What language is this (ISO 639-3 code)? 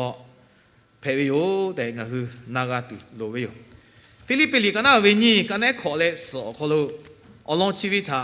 lhu